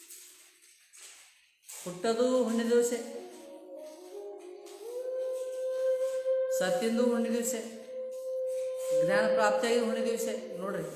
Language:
Kannada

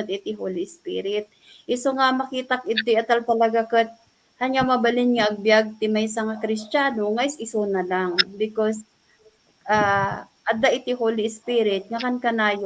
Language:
Iloko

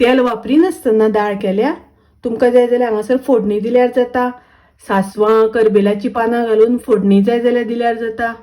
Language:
Konkani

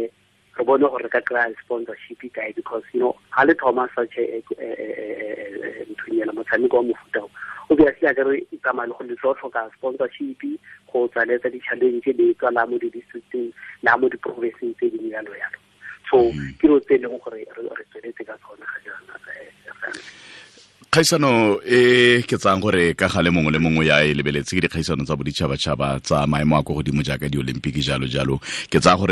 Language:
Tswana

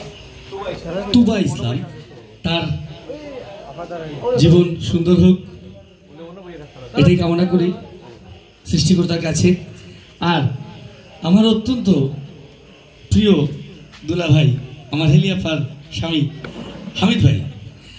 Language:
Bangla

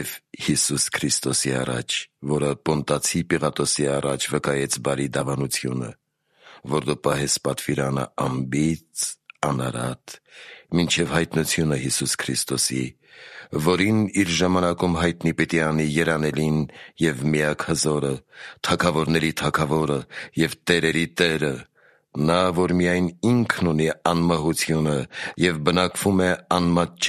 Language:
Armenian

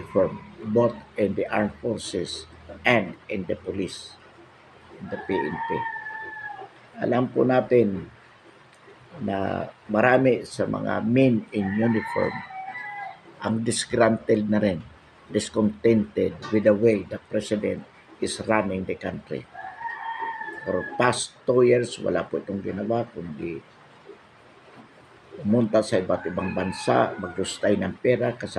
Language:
Filipino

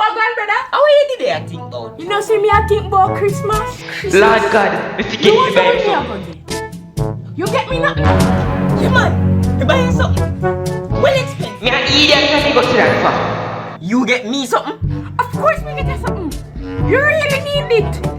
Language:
Jamaican Creole English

